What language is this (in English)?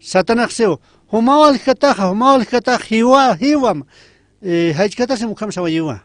Aymara